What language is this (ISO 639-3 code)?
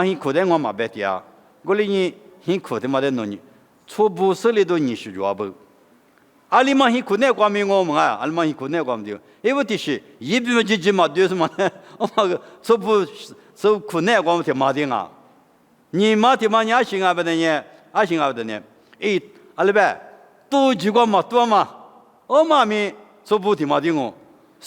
lis